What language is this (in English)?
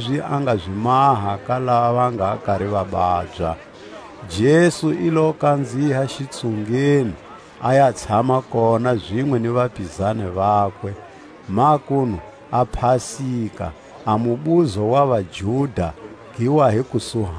Tswa